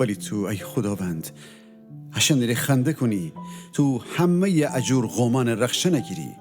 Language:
Gilaki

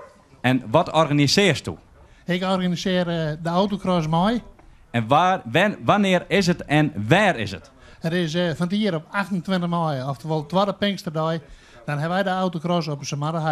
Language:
Western Frisian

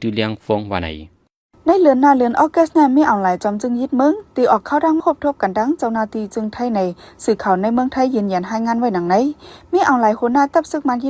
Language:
Shan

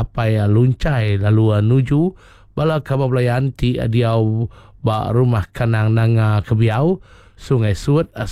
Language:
Iban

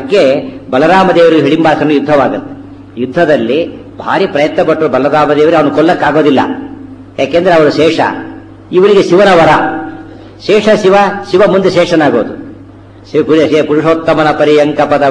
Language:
Kannada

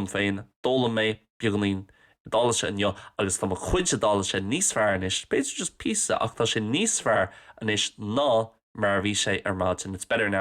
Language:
Irish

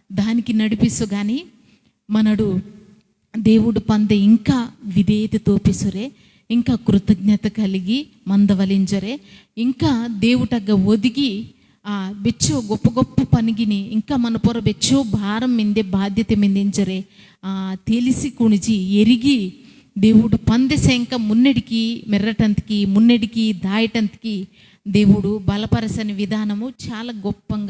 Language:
Koya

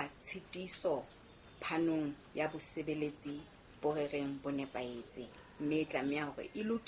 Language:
Southern Sotho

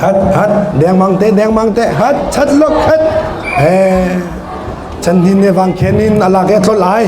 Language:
Hakha Chin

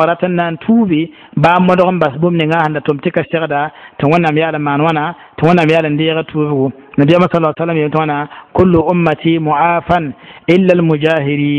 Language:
Mossi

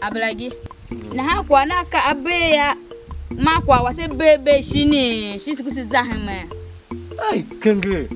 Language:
Tiv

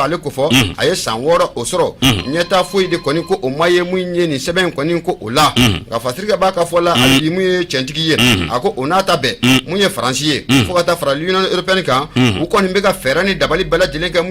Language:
Bambara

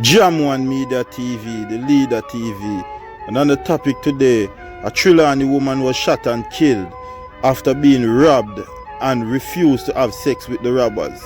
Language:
Jamaican Creole English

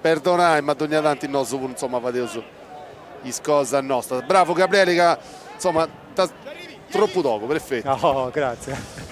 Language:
Sardinian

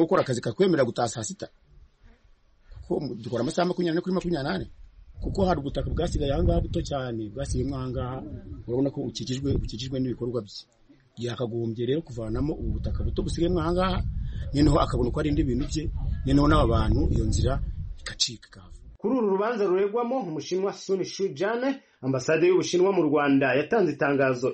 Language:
Kinyarwanda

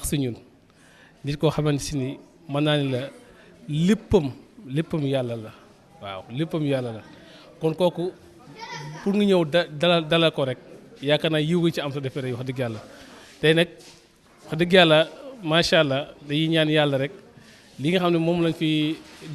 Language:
Wolof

